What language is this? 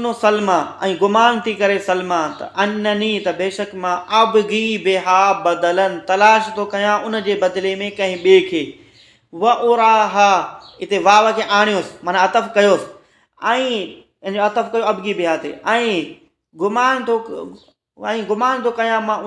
Sindhi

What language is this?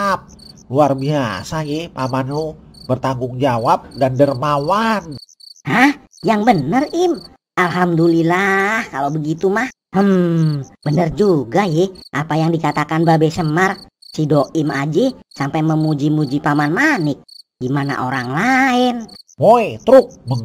Betawi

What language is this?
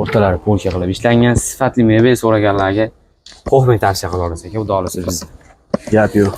Uzbek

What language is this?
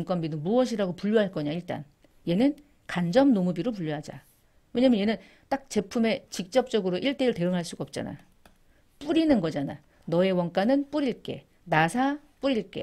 Korean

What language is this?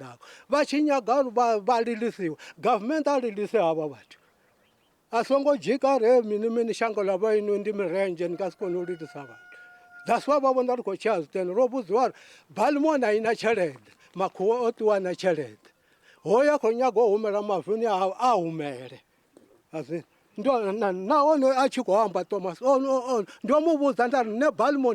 Venda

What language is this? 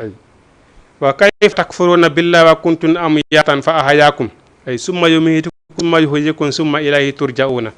Fula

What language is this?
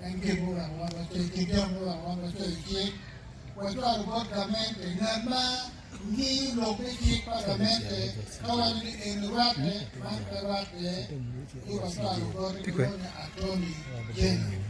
Acoli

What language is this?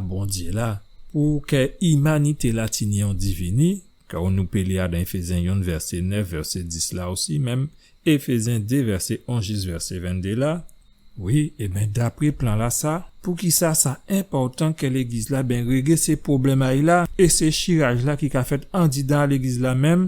Guadeloupean Creole French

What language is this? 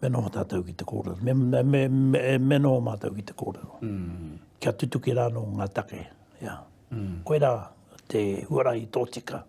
Māori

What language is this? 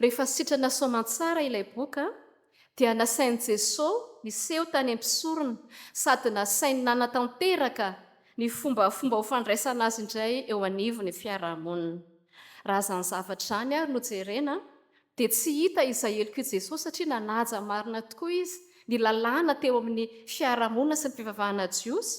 Malagasy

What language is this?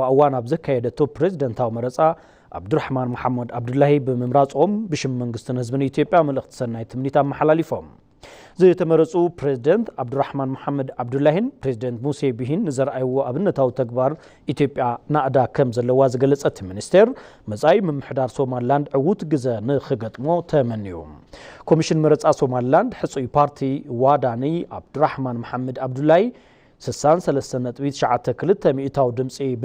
Tigrinya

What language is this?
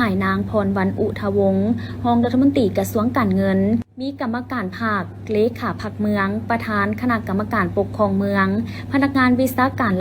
Lao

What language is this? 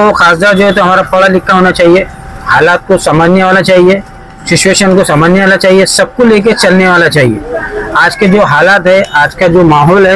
Hindi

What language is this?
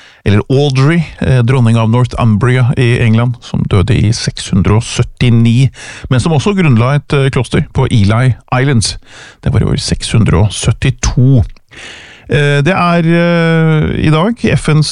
Norwegian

